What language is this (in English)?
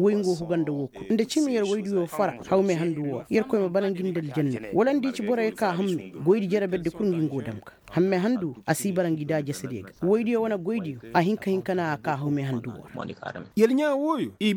Koyraboro Senni